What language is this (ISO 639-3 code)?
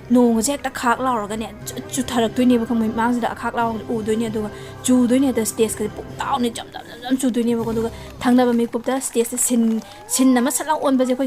mni